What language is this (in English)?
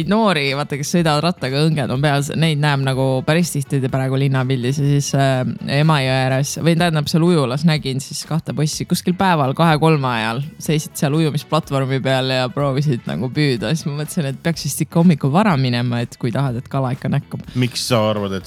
Estonian